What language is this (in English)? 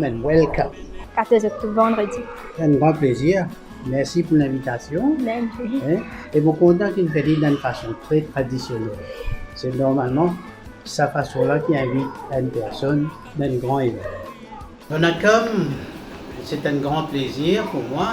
Morisyen